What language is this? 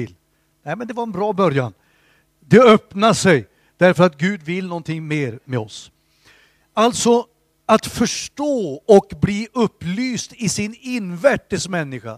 Swedish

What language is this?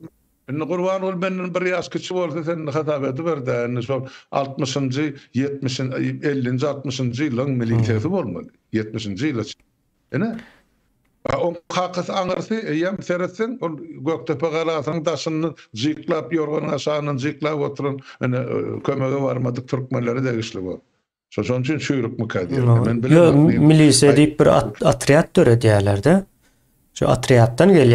Turkmen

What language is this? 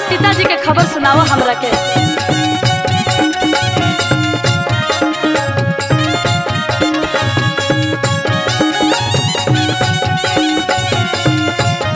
Bhojpuri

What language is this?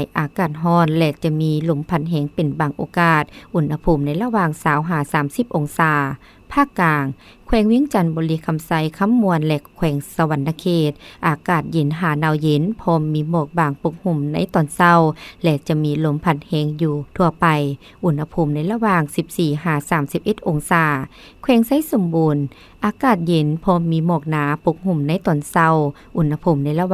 Lao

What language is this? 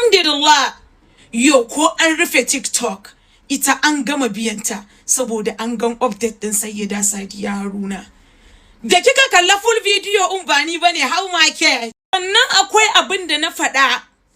Hausa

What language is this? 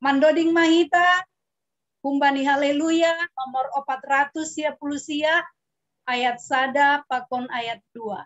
Batak Simalungun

